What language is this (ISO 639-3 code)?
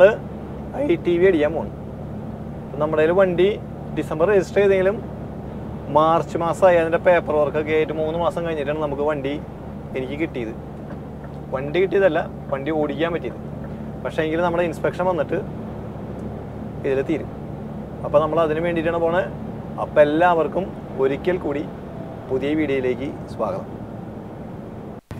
mal